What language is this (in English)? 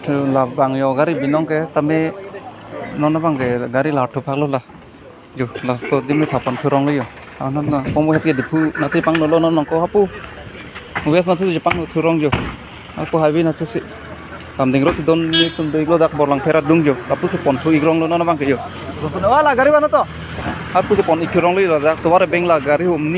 Karbi